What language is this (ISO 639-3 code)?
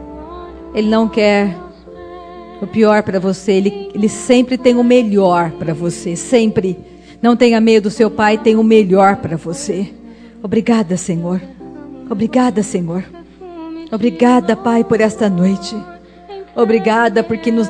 por